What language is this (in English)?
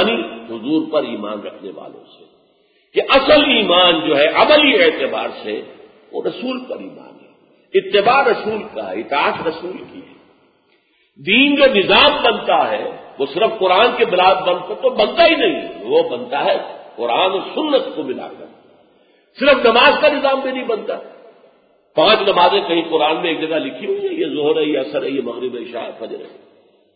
Urdu